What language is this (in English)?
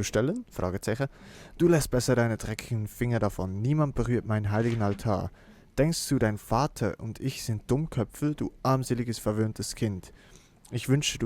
Swiss German